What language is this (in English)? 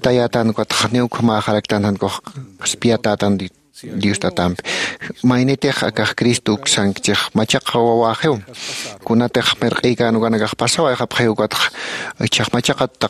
Aymara